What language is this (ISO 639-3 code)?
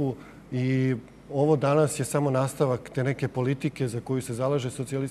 srp